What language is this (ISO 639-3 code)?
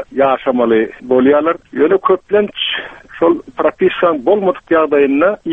tuk